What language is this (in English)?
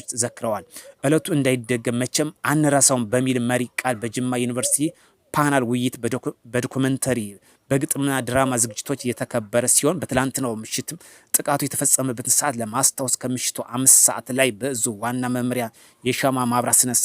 Amharic